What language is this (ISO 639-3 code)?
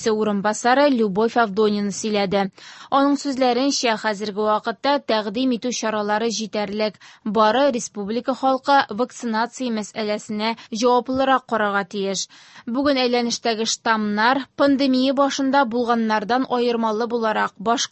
tat